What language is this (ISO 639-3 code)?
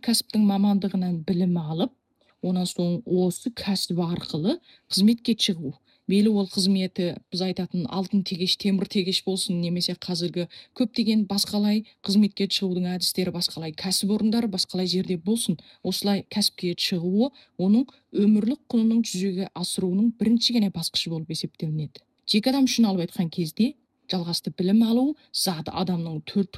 kaz